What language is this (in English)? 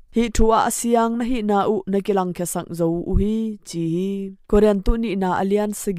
Tedim Chin